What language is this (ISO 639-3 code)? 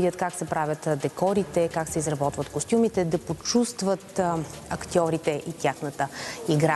bul